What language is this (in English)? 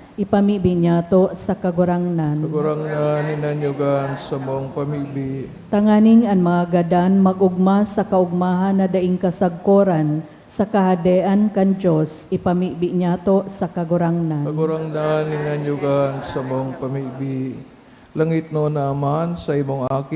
Bikol